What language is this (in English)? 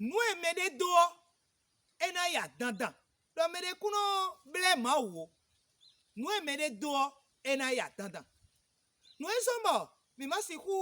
Fon